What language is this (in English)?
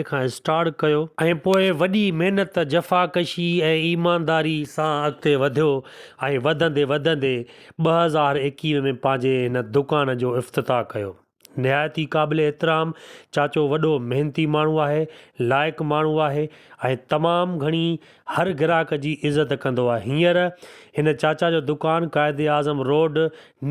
Sindhi